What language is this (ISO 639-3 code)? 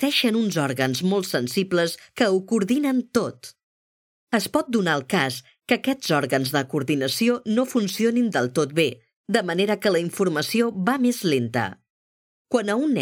cat